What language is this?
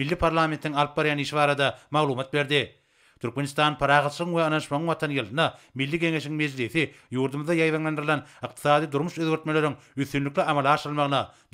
Turkmen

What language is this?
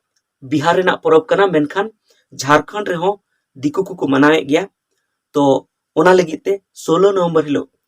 Santali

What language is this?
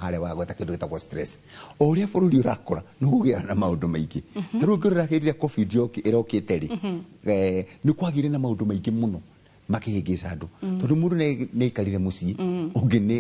Kikuyu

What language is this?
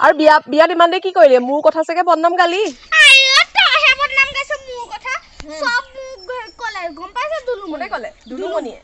Assamese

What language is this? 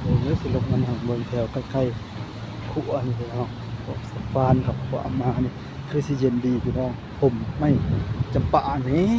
Northeastern Thai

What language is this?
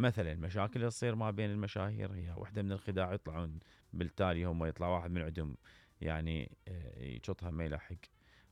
Mesopotamian Arabic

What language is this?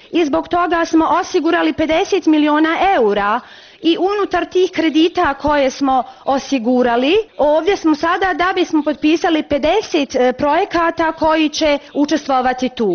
Bosnian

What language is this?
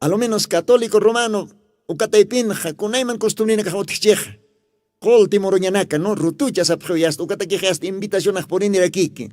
Aymara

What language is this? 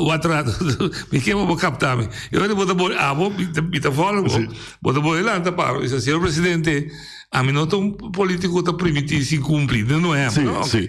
Papiamento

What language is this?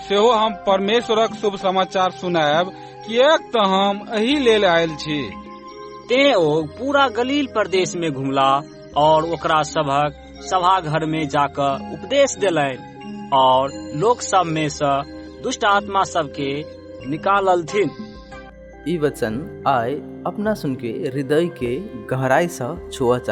Maithili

